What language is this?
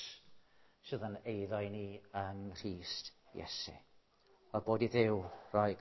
Welsh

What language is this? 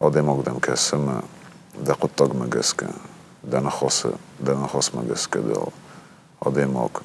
Ossetic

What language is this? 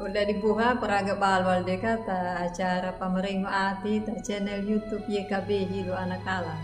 Anakalangu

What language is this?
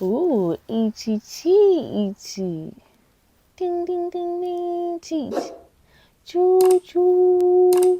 Shona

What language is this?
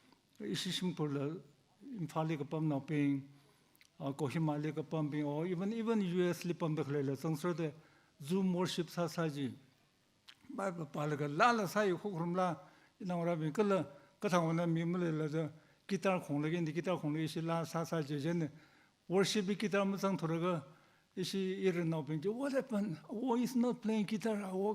Tangkhul Naga (India)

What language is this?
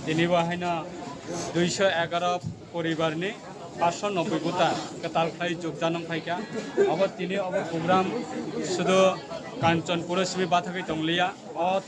Riang (India)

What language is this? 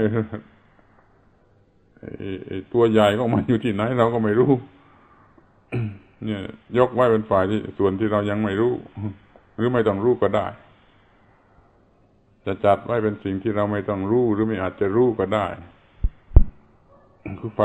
Thai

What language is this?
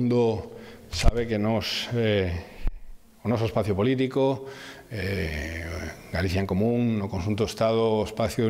Galician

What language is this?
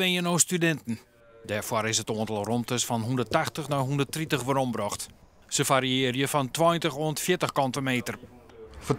Western Frisian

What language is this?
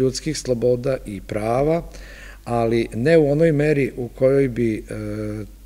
Serbian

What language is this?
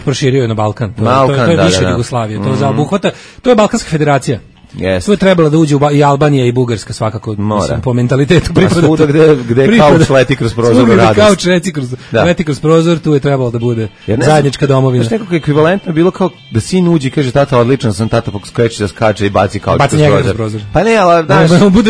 Serbian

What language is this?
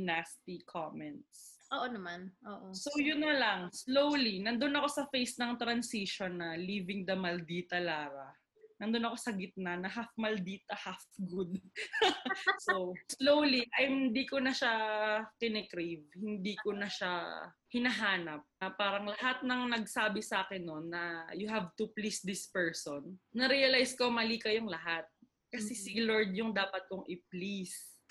Filipino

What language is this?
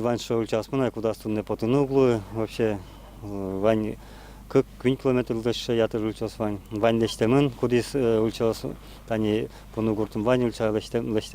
Udmurt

